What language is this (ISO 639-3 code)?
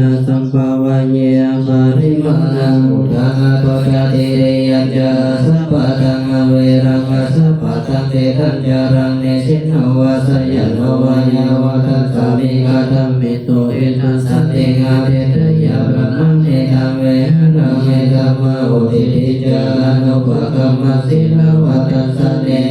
pli